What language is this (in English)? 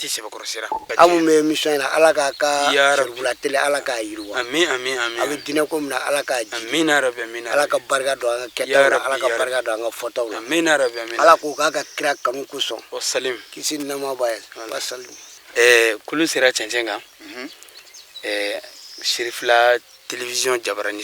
Bambara